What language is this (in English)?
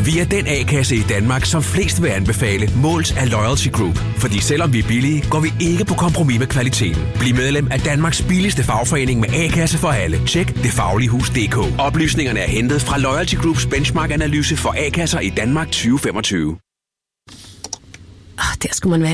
Danish